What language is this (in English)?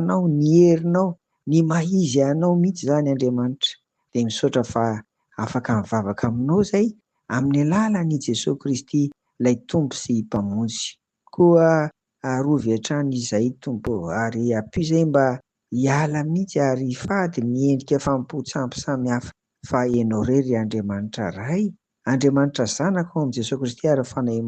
Malagasy